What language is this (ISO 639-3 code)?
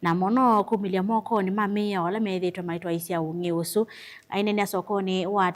kam